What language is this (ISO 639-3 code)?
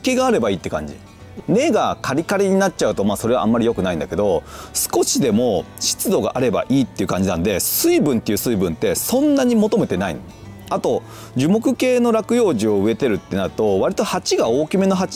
jpn